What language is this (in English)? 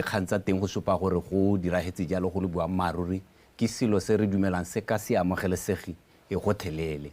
Tswana